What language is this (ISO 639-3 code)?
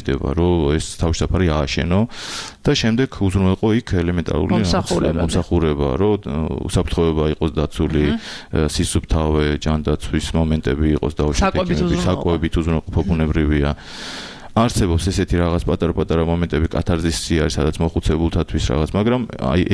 kat